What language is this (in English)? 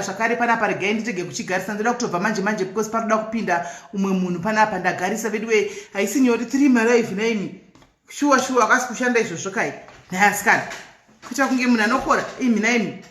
Shona